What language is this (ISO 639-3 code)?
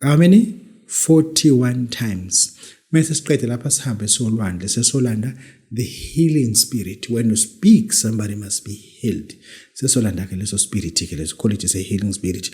zul